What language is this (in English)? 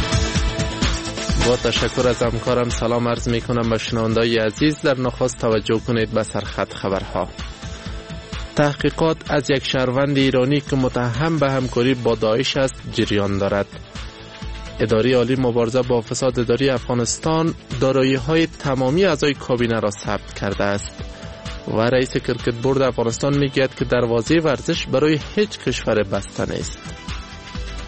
Persian